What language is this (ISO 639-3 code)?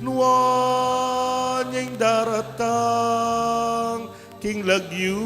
pam